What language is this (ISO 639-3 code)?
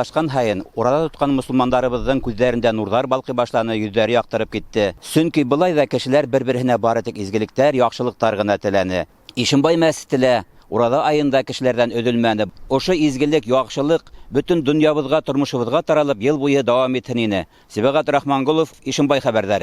bak